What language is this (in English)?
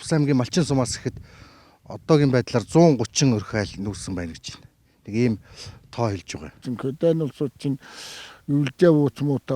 Mongolian